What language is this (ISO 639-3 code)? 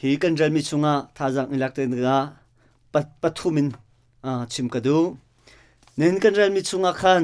cnh